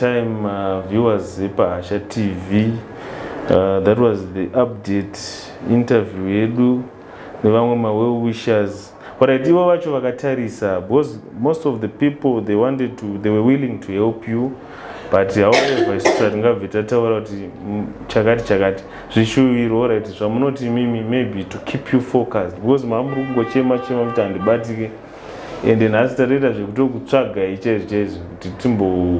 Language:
Shona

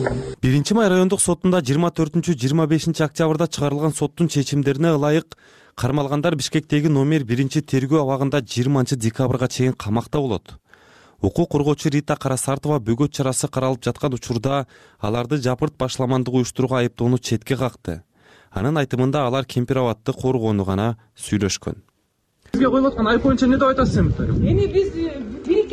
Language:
Kyrgyz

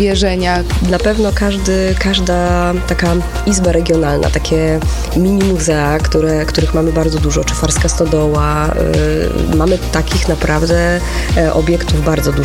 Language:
Polish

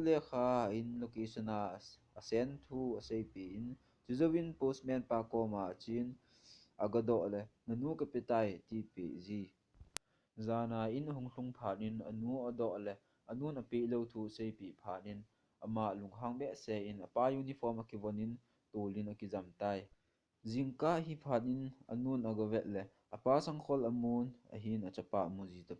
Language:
Thado Chin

